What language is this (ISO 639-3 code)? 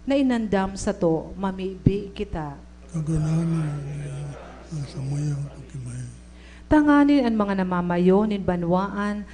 bik